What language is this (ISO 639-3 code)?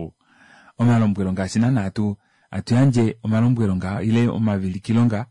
kua